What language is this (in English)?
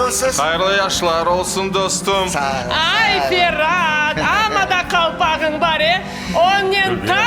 Crimean Tatar